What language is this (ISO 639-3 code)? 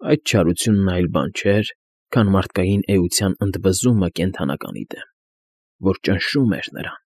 hye